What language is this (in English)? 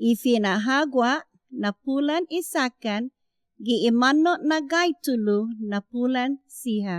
Chamorro